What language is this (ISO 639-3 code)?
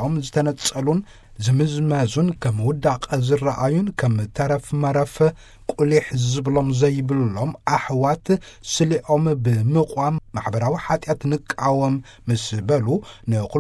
tir